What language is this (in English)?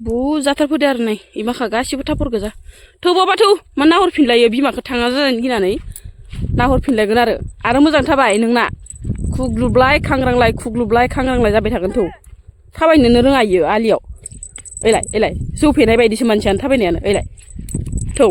Bodo